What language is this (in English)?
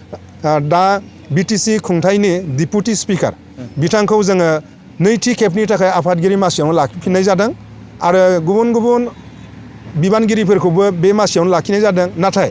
Bodo